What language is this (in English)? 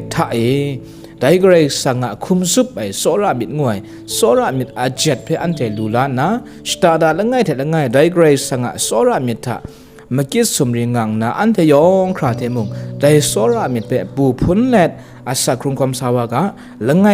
Kachin